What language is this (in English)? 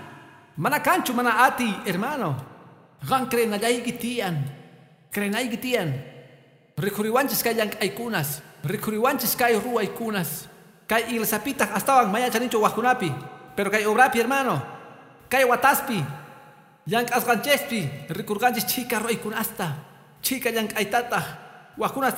Quechua